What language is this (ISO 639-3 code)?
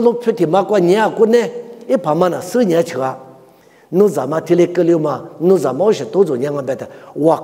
lis